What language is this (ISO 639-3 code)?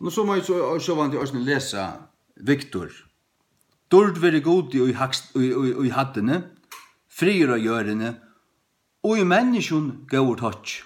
fao